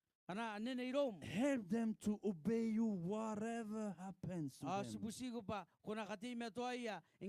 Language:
Gilbertese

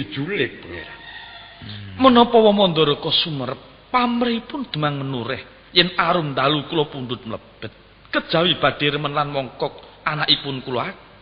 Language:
Javanese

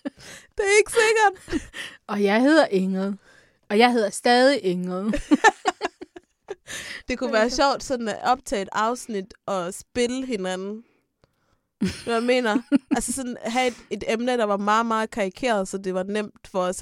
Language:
Danish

